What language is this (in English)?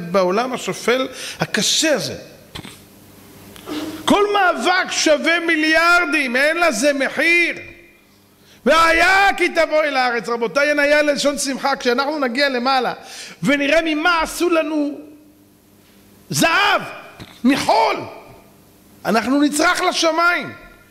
Hebrew